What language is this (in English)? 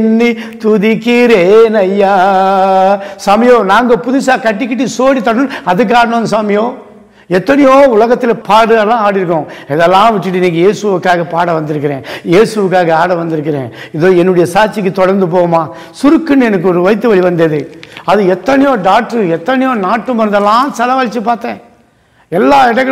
Tamil